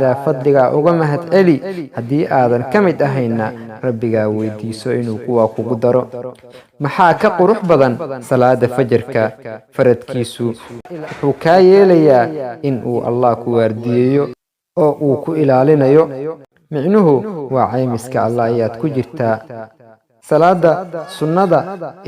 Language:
Somali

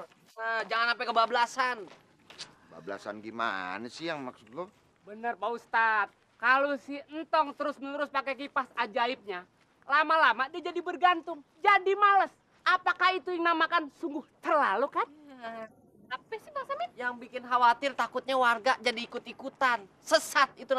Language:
Betawi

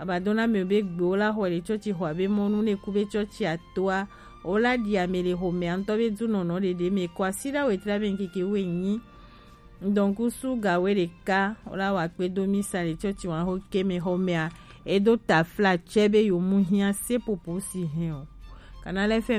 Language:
Gen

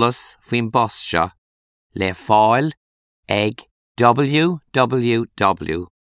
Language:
Irish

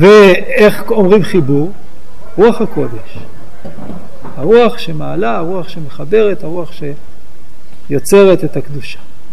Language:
Hebrew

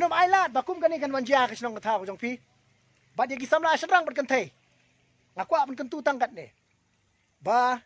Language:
Khasi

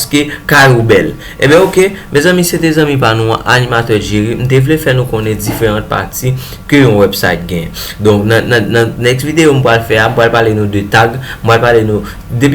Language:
Haitian Creole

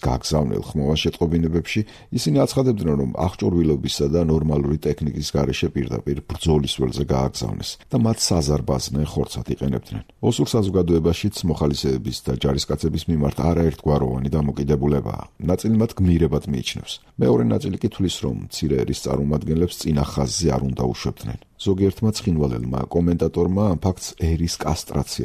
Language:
Georgian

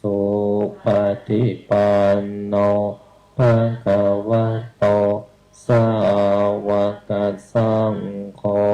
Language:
Pali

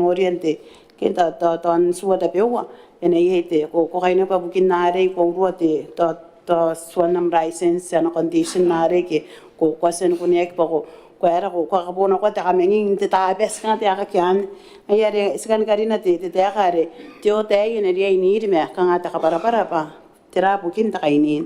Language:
Gilbertese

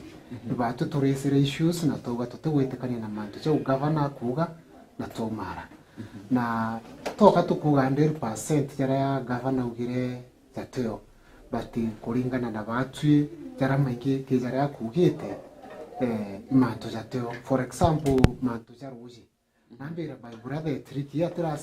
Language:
Meru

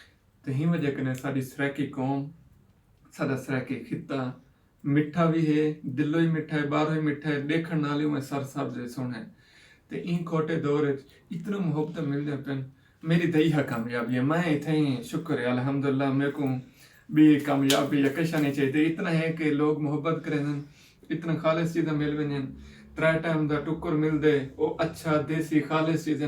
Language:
Saraiki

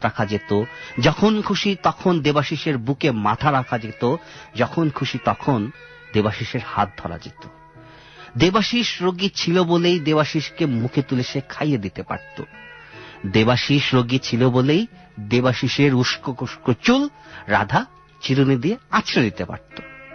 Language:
Bangla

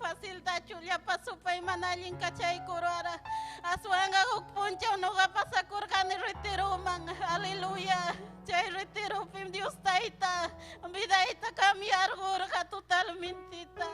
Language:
Ayacucho Quechua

